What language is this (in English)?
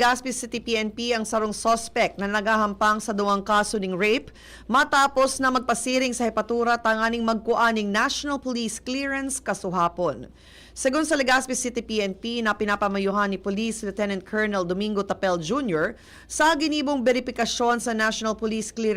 Bikol